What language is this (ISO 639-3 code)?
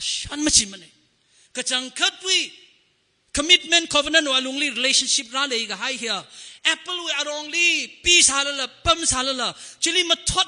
nmf